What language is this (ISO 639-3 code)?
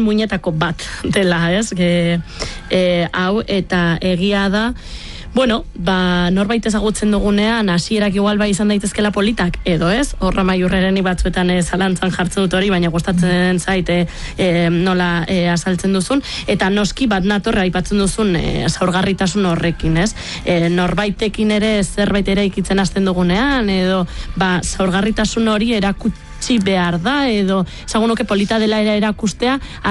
eus